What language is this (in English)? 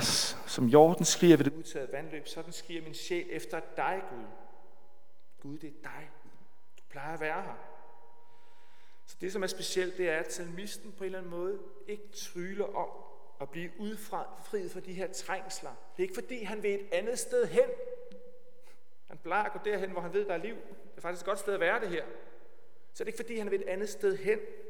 Danish